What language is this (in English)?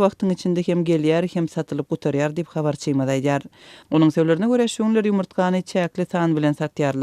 Turkmen